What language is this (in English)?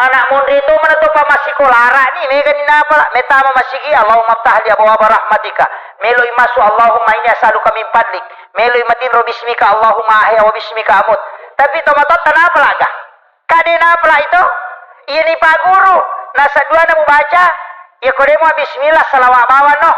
Buginese